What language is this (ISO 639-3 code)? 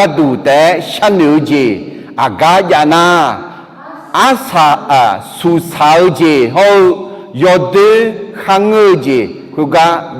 ahk